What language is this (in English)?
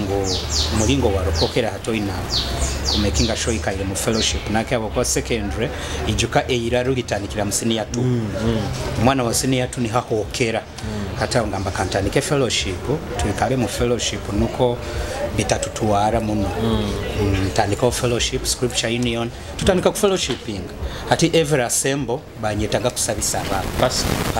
Nyoro